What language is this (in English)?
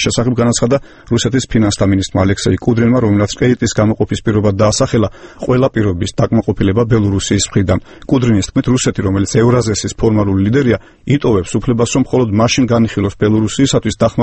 Georgian